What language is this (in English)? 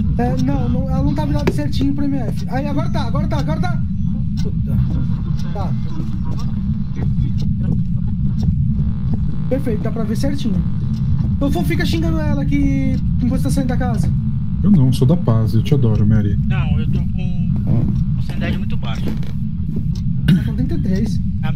Portuguese